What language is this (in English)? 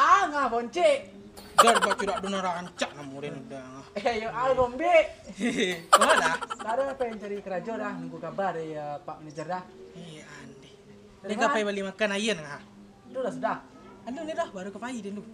Minangkabau